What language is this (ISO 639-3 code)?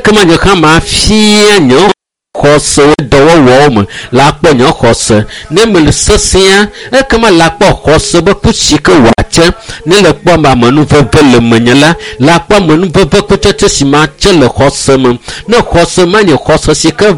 ewe